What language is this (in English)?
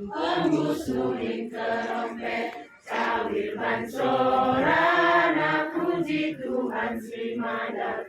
Batak Karo